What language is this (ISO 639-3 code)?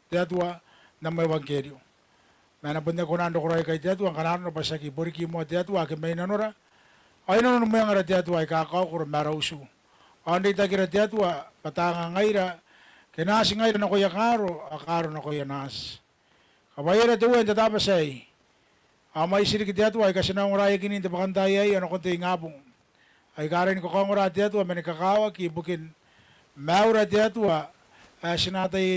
gil